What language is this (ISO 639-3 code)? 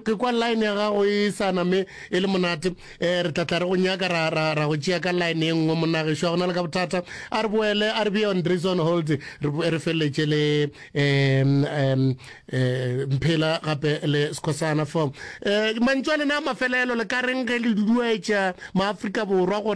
nso